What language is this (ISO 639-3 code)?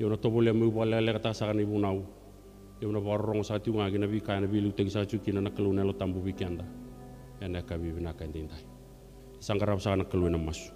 fij